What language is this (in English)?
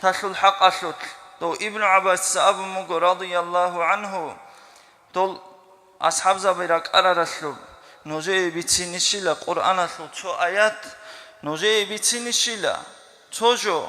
Avaric